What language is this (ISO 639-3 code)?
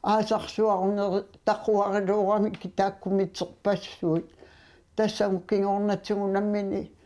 kal